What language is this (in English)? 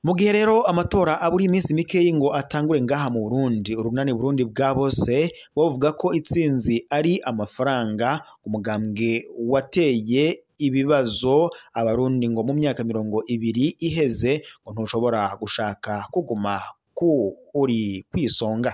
Rundi